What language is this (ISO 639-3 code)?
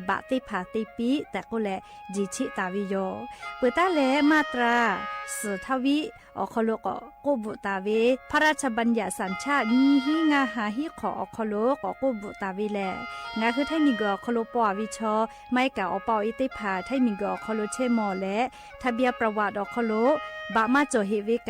lhu